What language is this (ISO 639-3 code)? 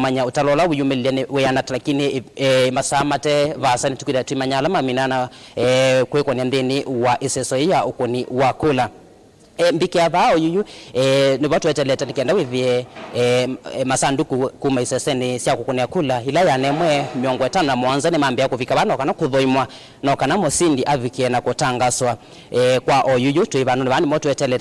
kam